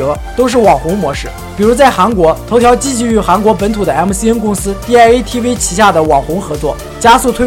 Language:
Chinese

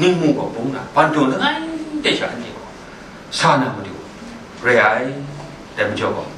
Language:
Kachin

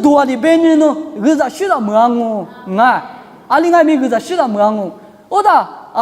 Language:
Lisu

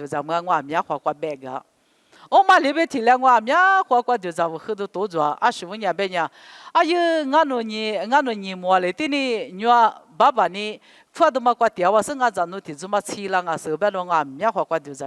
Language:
Lisu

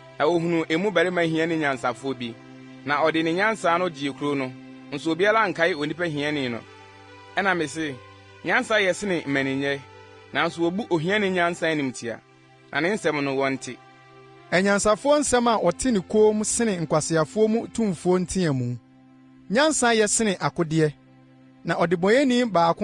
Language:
Akan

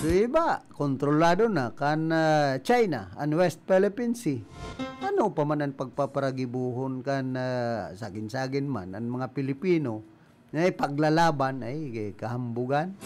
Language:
Bikol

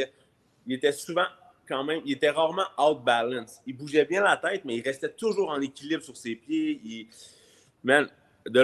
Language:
French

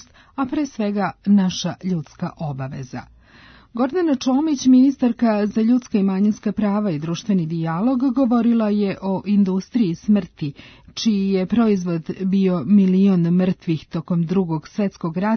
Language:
Serbian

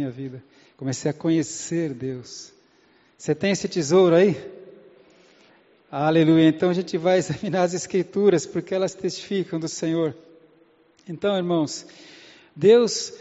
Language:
Portuguese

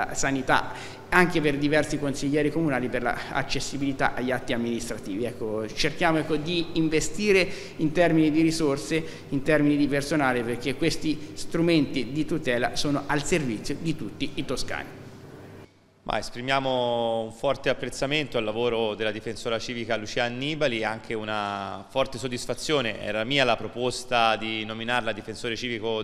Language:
Italian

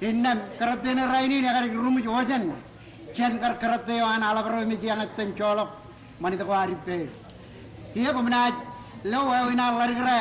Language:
Marshallese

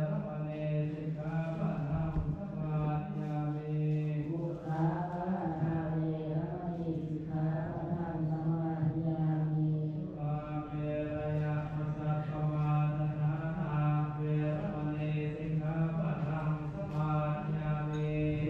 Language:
Pali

